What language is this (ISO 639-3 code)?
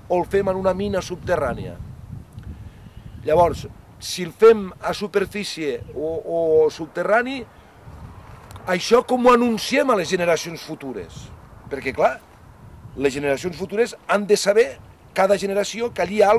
cat